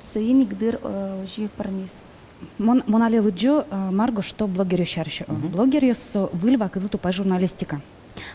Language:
Udmurt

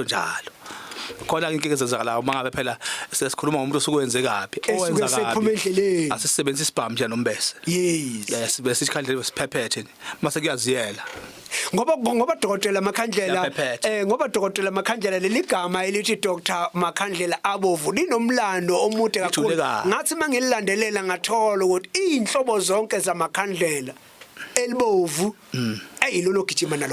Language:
Zulu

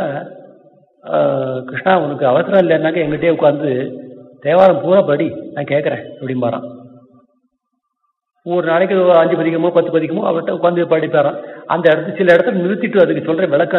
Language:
Tamil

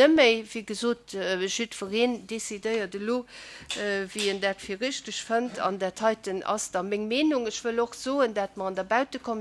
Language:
Luxembourgish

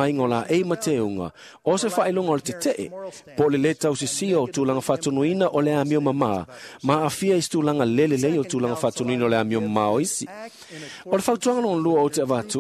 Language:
Samoan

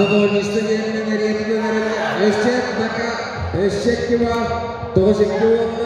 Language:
Yakut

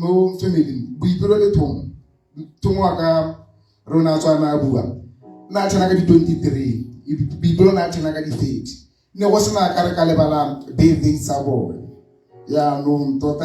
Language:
Tswana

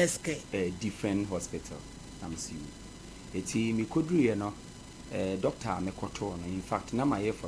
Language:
Akan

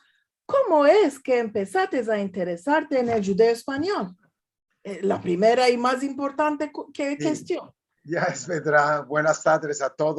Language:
Ladino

